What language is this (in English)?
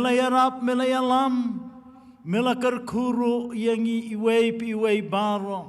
Khasi